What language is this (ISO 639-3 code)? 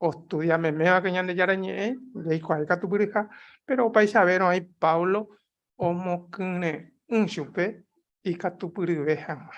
grn